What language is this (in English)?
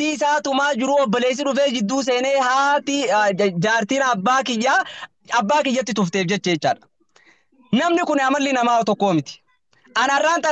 Oromo